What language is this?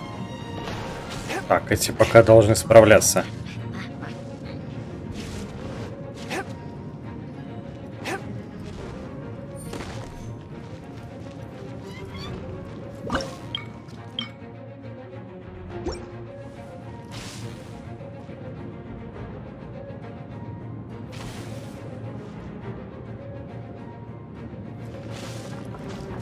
Russian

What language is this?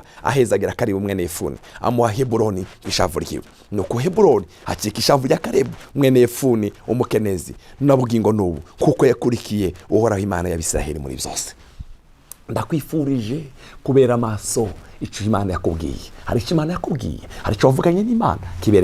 Rundi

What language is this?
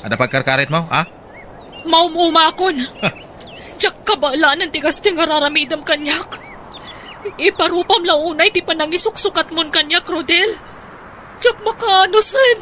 Iloko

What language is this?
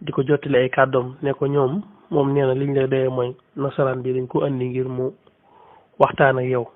Wolof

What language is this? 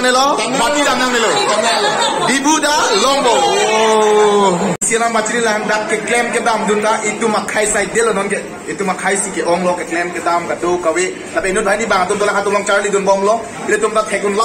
Karbi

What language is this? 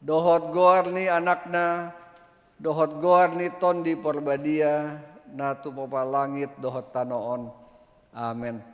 Batak Toba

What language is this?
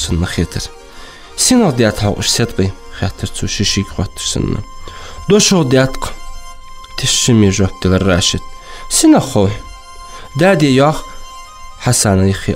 Ingush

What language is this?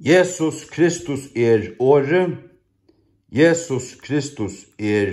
Faroese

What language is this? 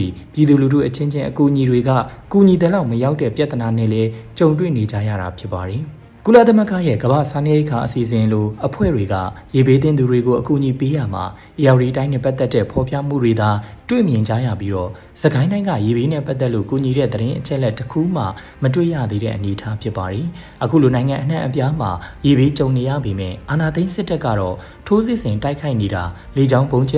Burmese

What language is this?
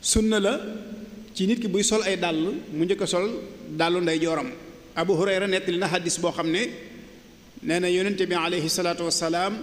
Wolof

